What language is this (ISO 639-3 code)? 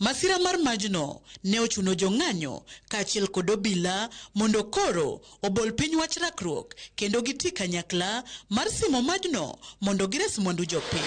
luo